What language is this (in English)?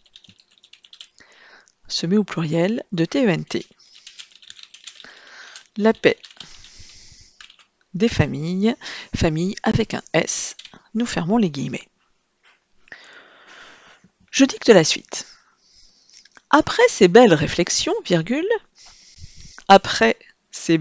French